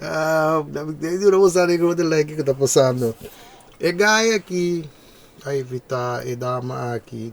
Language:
Papiamento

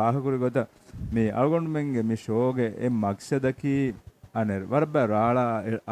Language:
Divehi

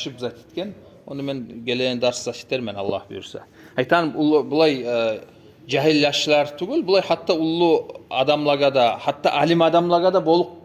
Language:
Kumyk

